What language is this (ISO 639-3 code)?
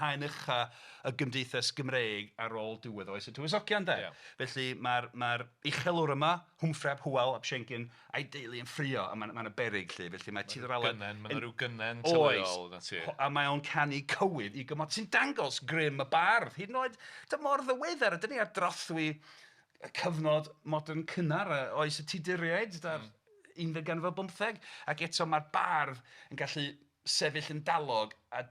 cym